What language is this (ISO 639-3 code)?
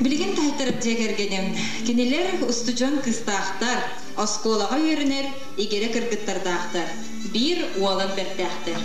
sah